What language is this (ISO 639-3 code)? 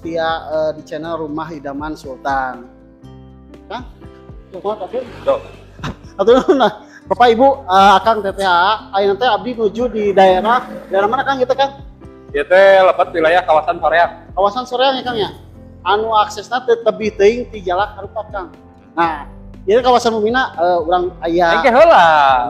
sun